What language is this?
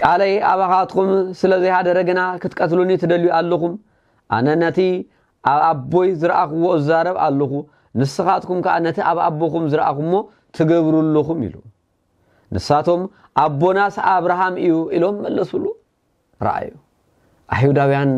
Tigrinya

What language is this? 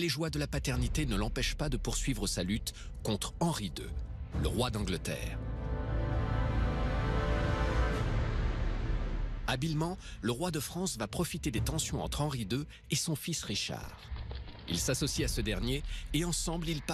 French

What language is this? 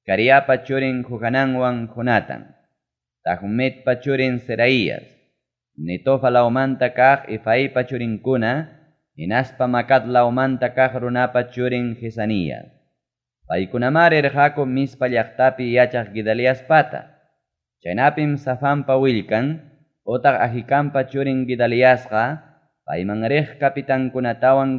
Ayacucho Quechua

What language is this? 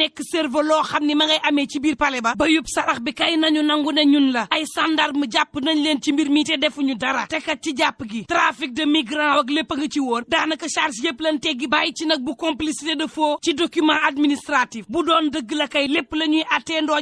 Wolof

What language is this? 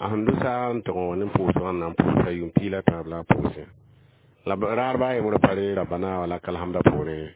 Mossi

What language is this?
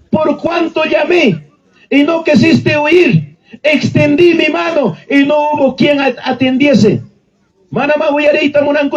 Ayacucho Quechua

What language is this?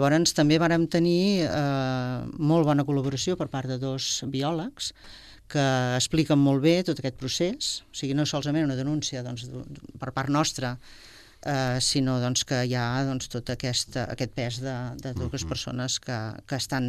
Catalan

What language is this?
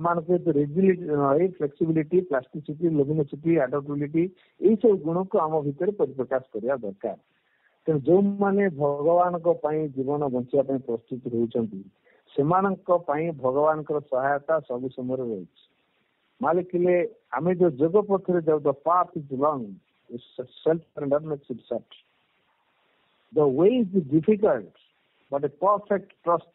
Odia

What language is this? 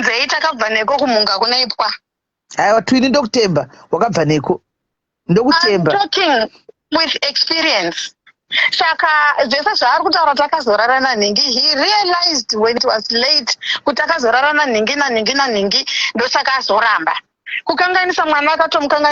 Shona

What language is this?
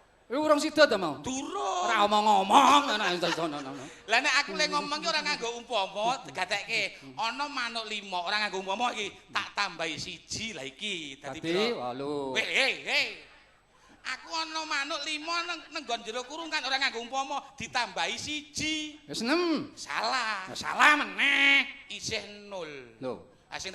Javanese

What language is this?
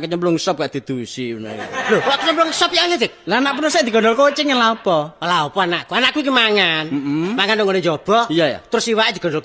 Javanese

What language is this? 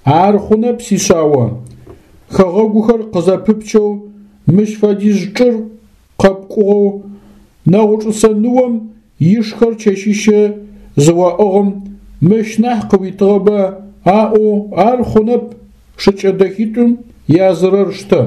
Adyghe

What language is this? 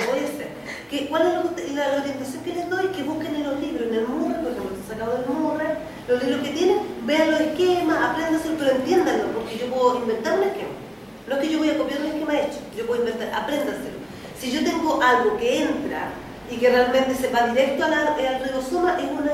Spanish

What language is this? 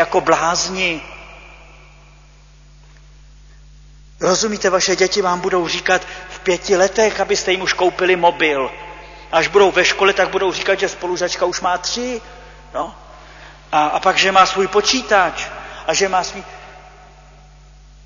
Czech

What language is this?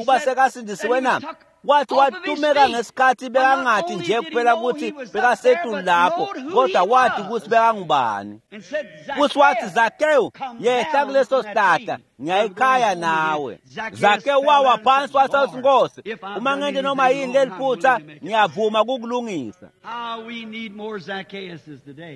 Swati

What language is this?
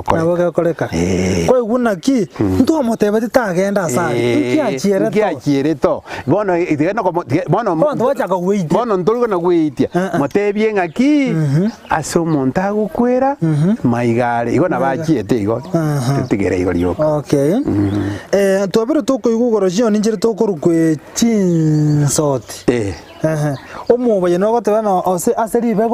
Gusii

